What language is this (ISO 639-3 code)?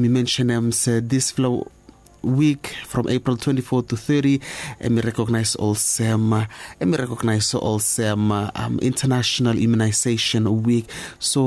bis